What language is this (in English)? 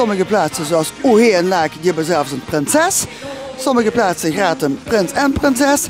Limburgish